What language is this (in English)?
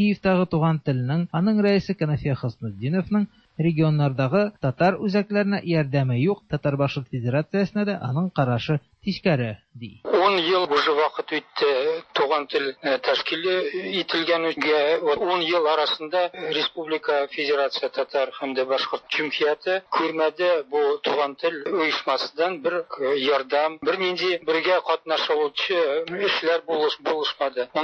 Tatar